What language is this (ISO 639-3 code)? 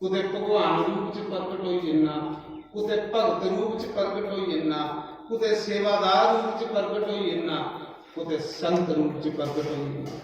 doi